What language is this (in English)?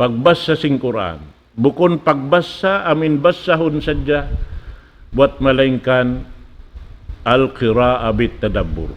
Tausug